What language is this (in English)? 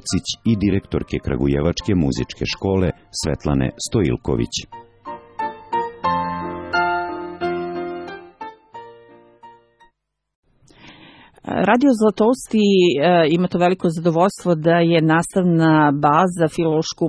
Serbian